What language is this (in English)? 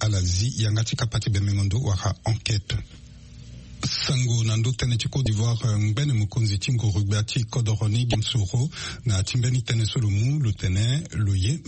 Sango